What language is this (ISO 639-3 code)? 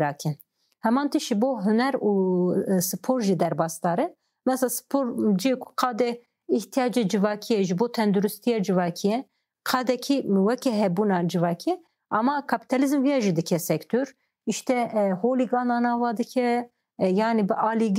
kur